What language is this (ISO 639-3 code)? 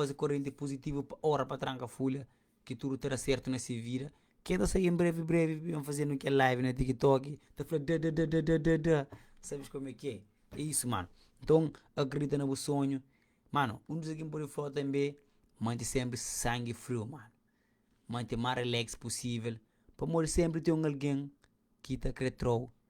kea